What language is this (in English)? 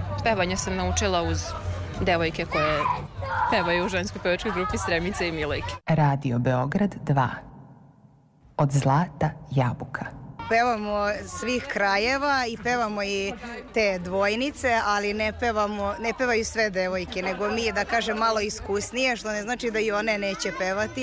Serbian